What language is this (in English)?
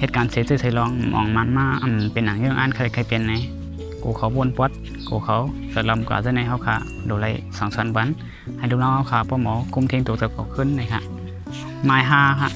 Shan